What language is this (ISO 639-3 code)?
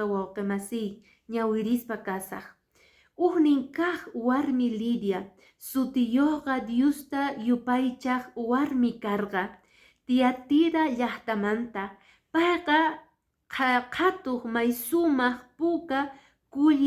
que